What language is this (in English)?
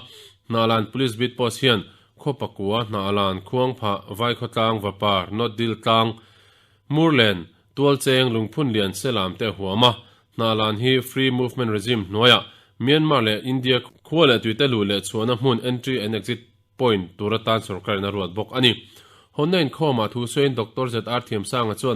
Mizo